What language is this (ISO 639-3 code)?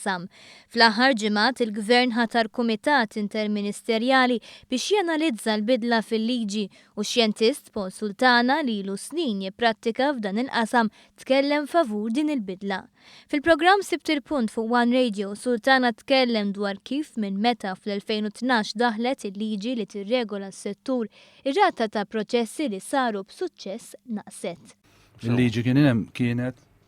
mlt